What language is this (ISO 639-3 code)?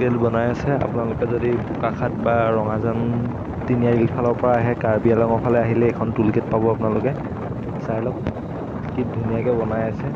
asm